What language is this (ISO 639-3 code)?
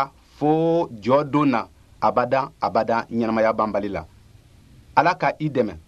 bam